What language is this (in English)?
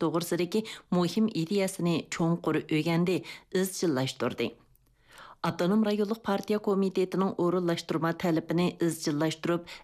Uyghur